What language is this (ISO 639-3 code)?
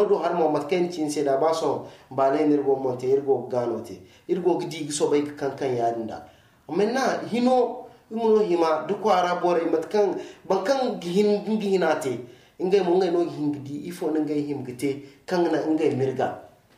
dje